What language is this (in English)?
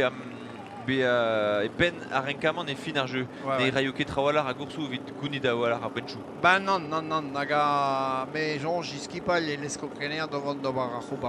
Breton